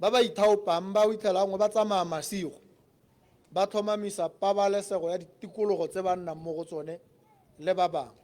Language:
Tswana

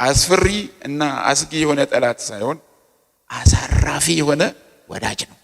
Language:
Amharic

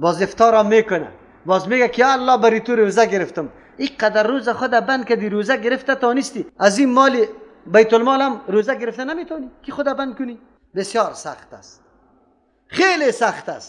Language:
Persian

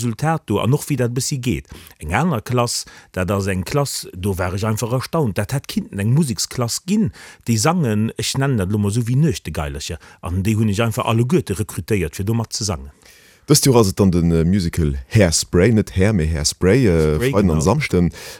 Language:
Luxembourgish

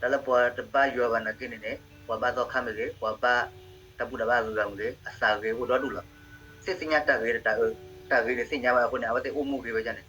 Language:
S'gaw Karen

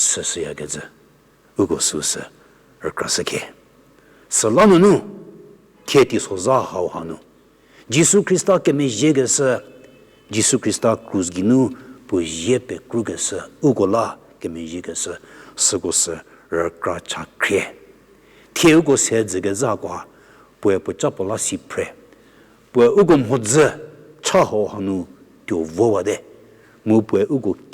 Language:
Angami Naga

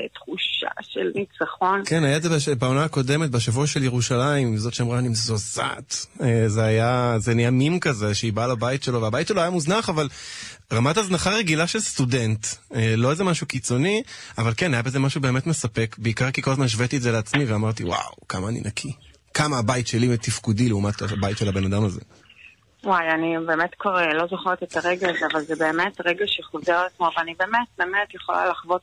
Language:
Hebrew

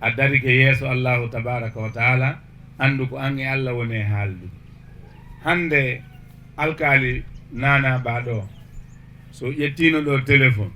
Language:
Fula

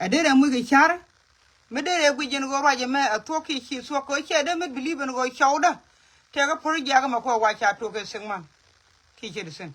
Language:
Nuer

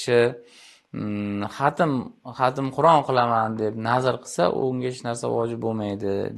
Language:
Uzbek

